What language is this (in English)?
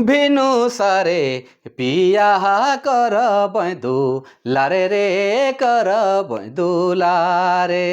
Sadri